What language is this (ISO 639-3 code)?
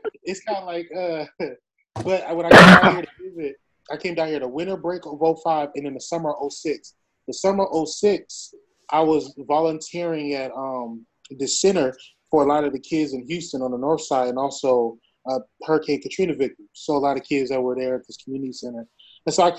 eng